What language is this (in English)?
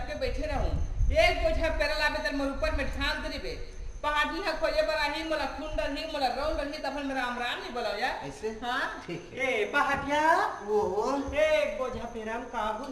Chhattisgarhi